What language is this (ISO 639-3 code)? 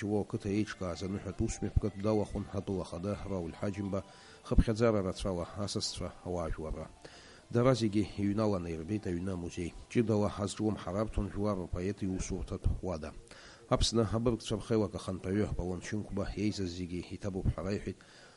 abk